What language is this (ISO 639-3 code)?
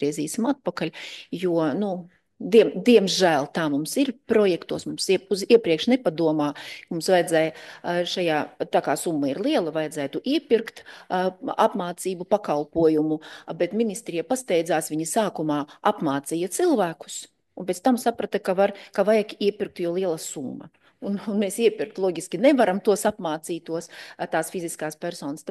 lav